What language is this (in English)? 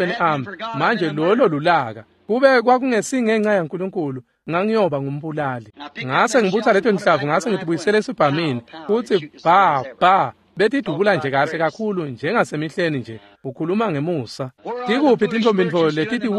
Swati